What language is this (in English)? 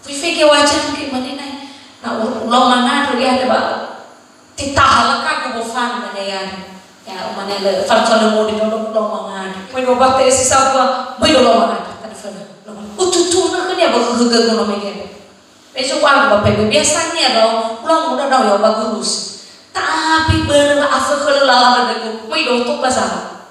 Nias